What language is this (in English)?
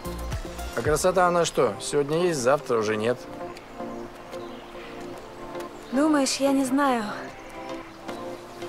Russian